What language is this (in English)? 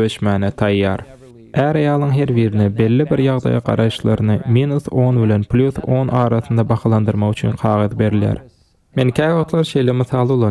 Turkmen